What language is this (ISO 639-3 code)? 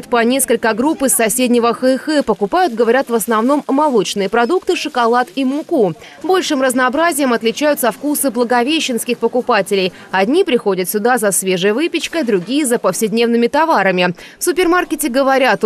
rus